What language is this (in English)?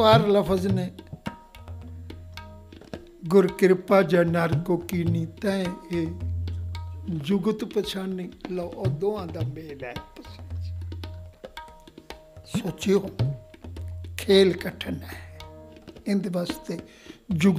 Punjabi